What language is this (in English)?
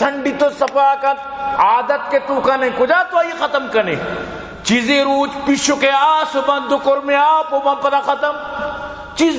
Eastern Balochi